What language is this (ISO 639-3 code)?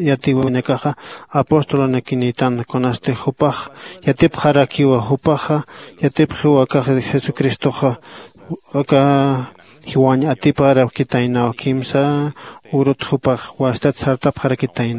aym